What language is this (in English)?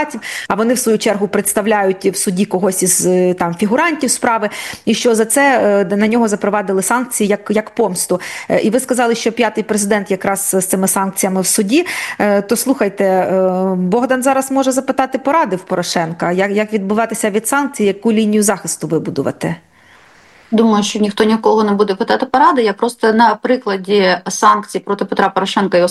Ukrainian